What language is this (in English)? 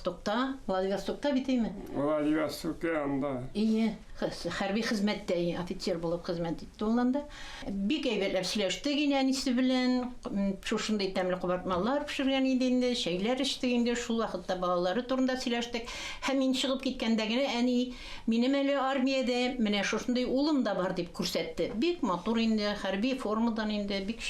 Tatar